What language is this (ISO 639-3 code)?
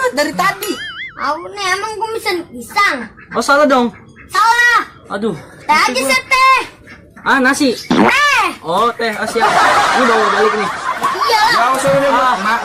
bew